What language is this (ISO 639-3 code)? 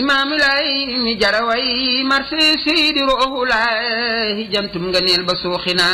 wol